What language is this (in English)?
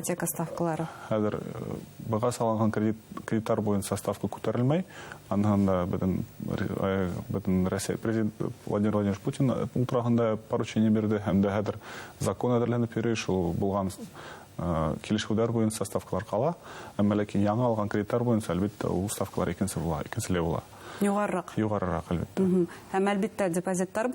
Bashkir